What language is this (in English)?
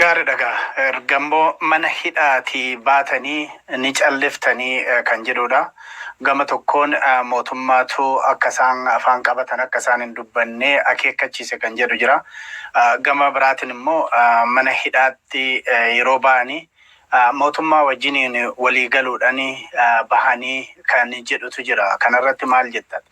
Oromo